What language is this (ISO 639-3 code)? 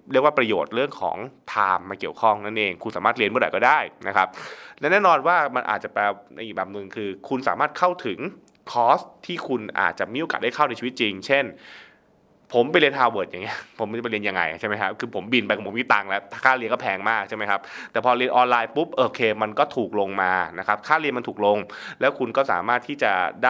tha